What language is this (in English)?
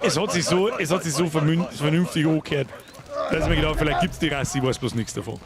Bavarian